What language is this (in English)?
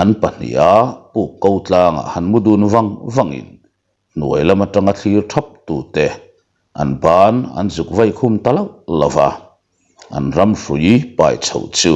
Mizo